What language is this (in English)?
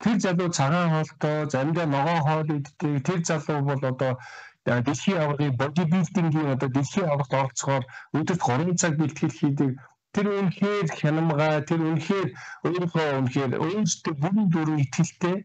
Mongolian